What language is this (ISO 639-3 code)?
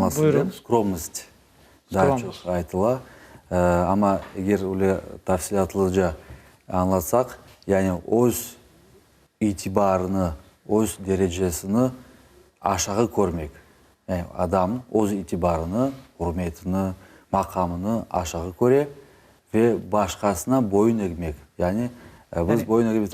crh